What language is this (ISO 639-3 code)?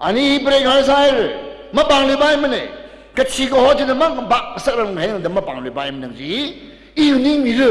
nmf